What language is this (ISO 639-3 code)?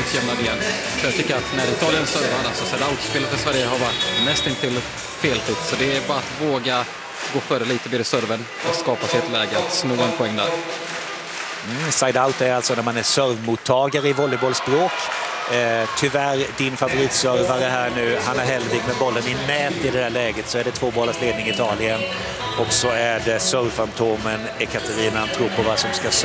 swe